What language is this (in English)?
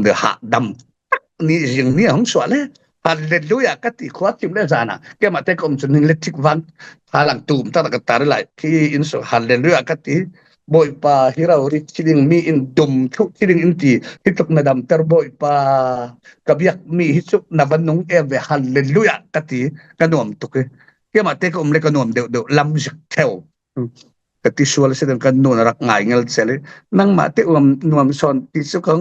Falam Chin